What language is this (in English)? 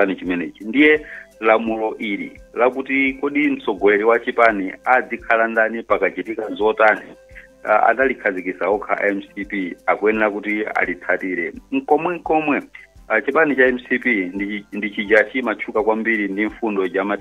Nyanja